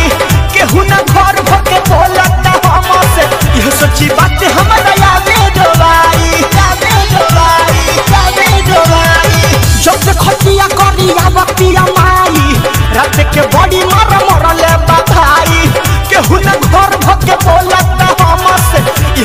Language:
Bhojpuri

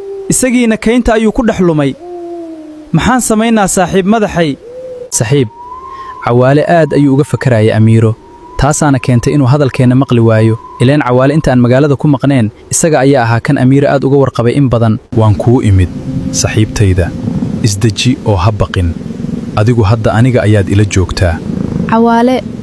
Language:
Somali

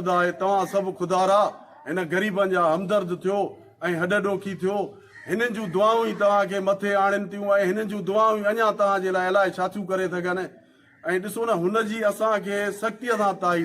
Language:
Sindhi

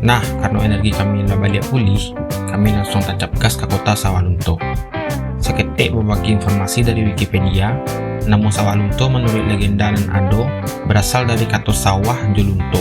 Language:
Minangkabau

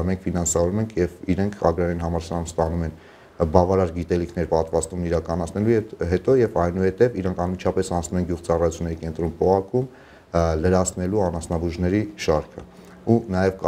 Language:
Armenian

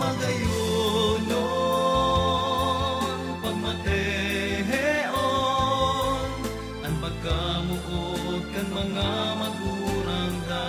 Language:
Bikol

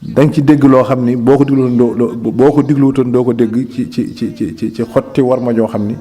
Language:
Wolof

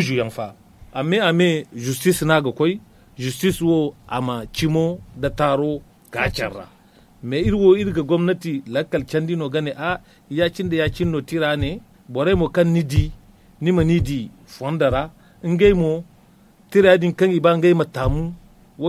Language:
Zarma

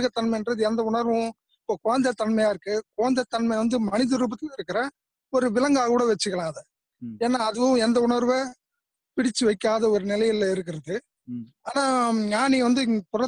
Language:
Tamil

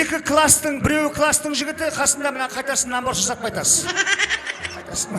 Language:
Kara-Kalpak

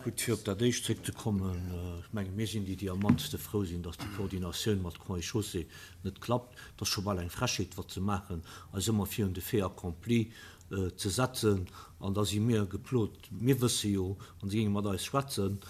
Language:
Luxembourgish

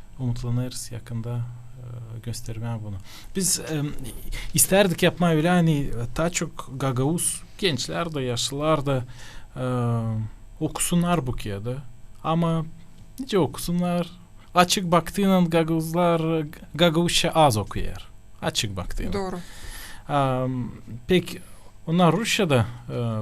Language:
Gagauz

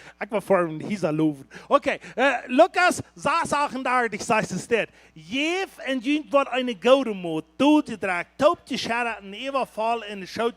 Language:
Plautdietsch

